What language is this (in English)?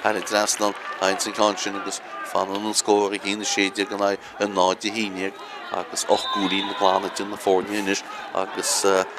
Irish